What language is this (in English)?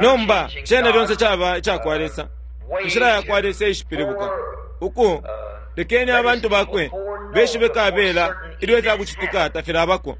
Bemba